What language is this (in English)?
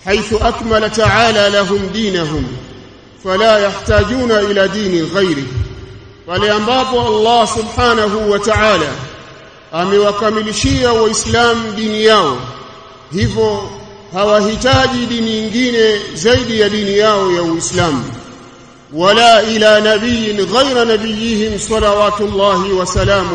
Swahili